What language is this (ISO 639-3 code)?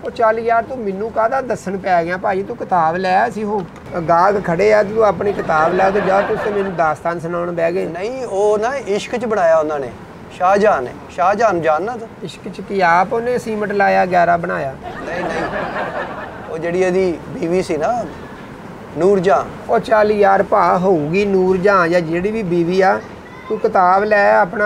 pan